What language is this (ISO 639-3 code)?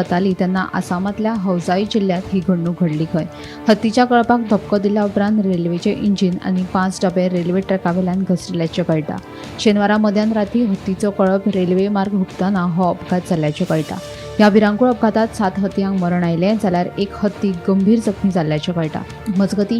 kok